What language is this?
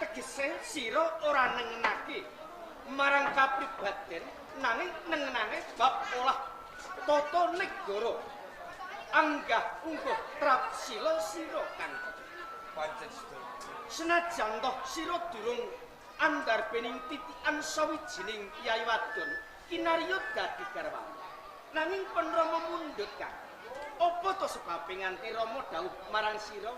Javanese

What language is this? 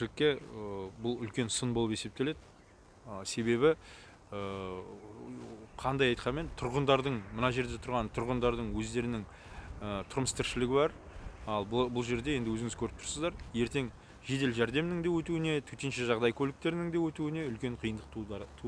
Kazakh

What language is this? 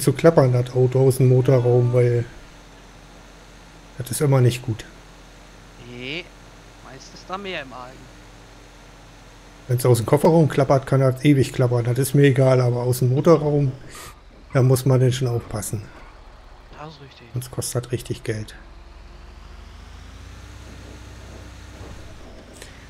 German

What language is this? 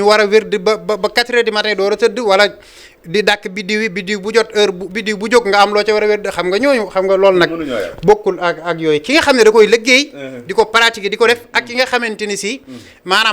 Wolof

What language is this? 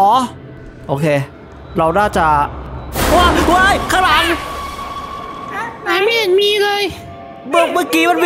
Thai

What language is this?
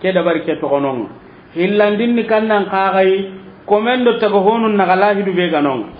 Soninke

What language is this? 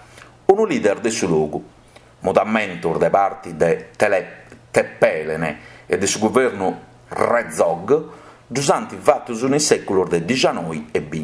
Sardinian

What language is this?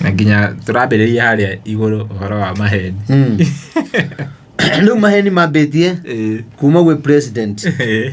Kikuyu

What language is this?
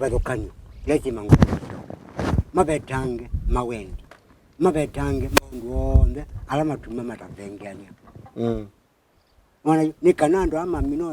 Kamba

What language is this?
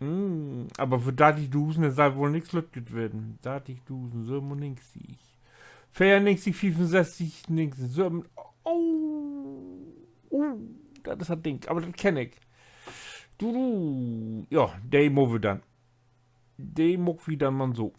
Low German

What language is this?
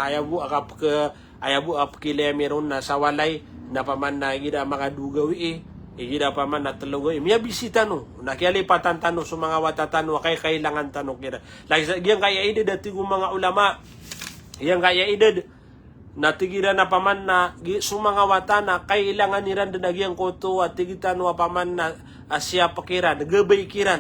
Maranao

